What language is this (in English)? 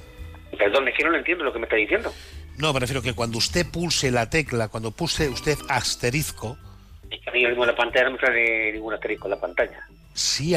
Spanish